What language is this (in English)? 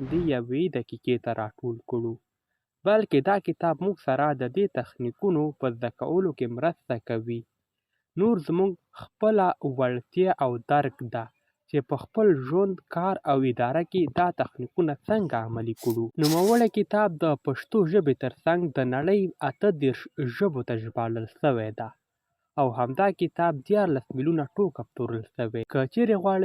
Pashto